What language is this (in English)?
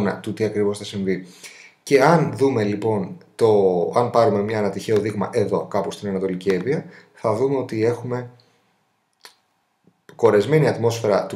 Greek